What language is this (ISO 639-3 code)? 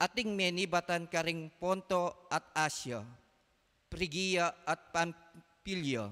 pam